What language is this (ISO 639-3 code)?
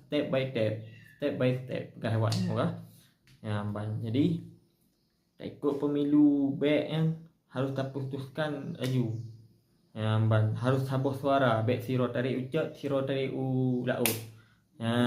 ace